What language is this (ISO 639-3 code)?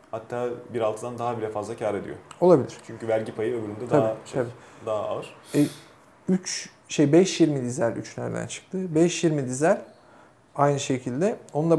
tur